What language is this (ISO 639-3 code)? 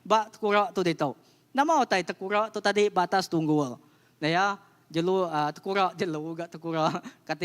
iba